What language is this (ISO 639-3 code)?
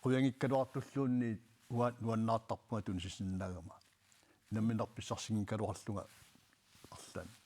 kal